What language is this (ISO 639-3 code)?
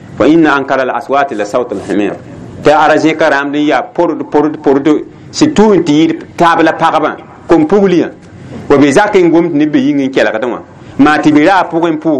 mos